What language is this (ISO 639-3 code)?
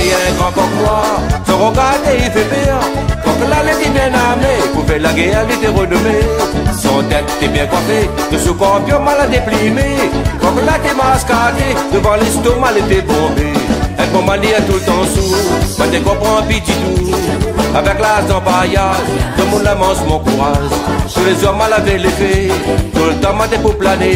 rcf